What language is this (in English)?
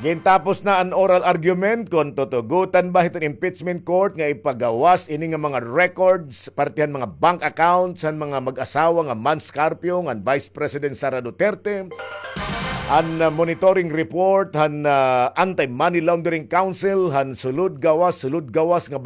Waray